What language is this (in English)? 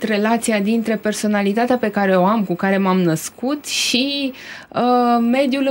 Romanian